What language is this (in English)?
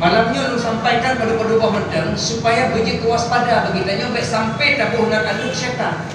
Achinese